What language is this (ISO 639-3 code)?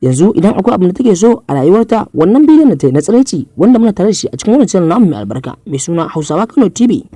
hau